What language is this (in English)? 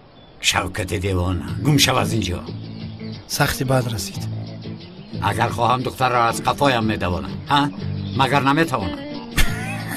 Tajik